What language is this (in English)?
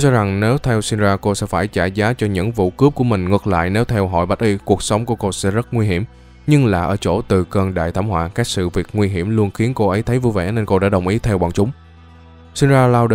Vietnamese